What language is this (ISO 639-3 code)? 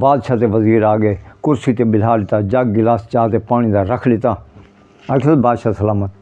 skr